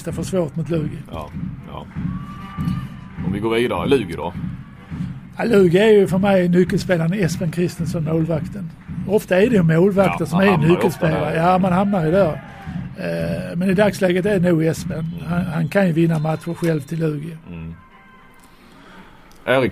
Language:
Swedish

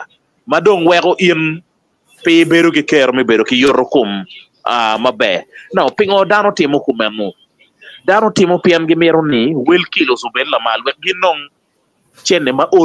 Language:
Acoli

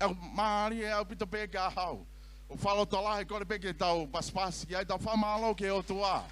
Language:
Tongan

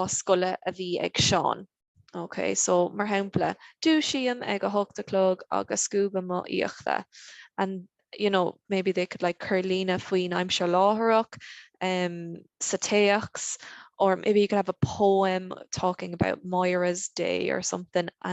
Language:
Irish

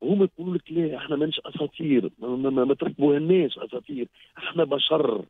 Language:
Tunisian Arabic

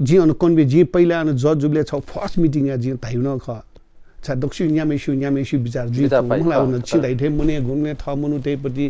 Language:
Newari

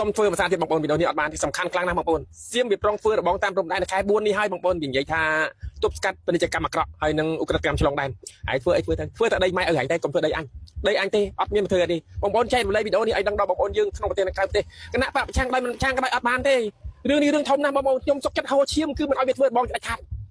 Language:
Khmer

